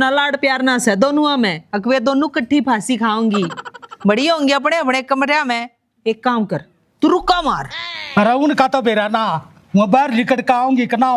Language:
Haryanvi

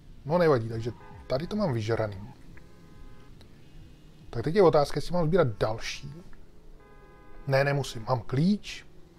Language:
Czech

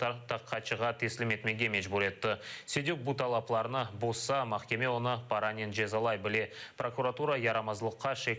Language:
Crimean Tatar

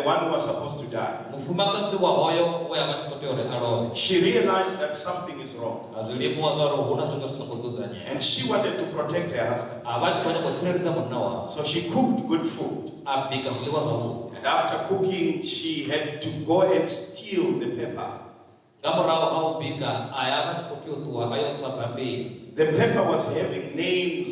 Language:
Venda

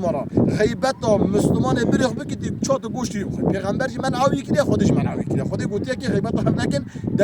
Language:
Kurdish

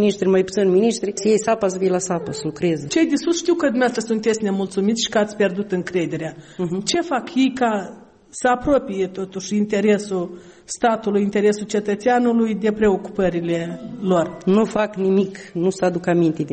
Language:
Romanian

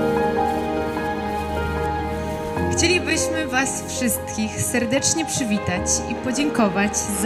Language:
Polish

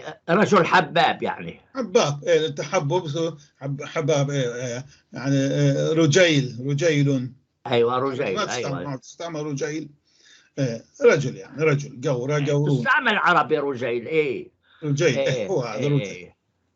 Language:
North Levantine Arabic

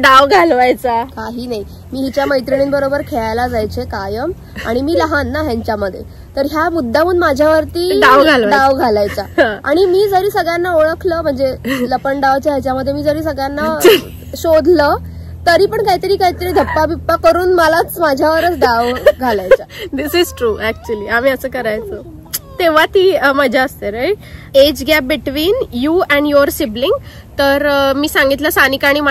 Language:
Marathi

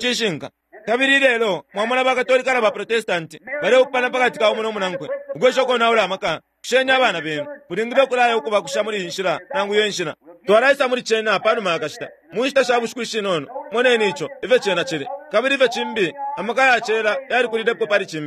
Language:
Bemba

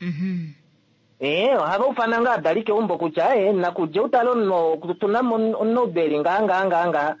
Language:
Kuanyama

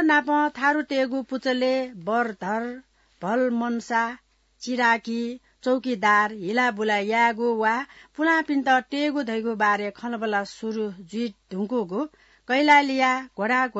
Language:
Newari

